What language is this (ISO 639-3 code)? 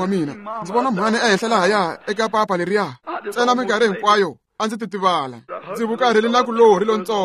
tso